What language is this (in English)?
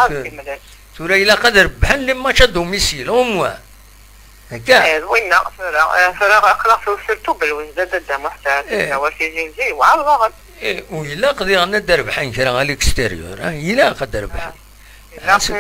Kabyle